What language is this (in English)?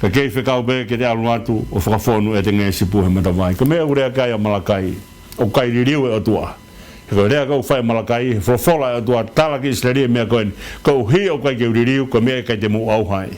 Tongan